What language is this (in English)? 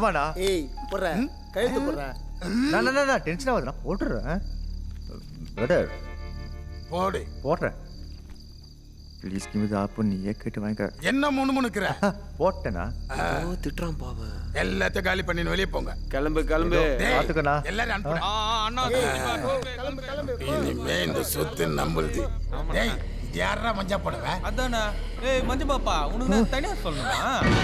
Tamil